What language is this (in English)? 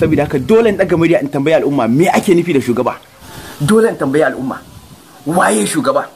Hausa